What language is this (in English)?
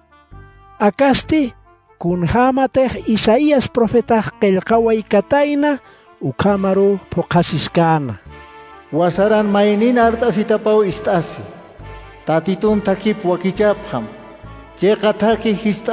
Aymara